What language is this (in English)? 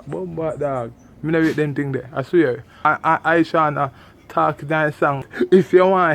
Jamaican Creole English